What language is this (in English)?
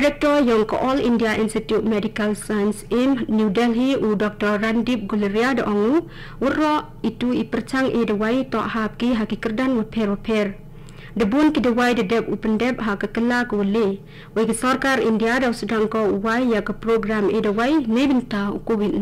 Khasi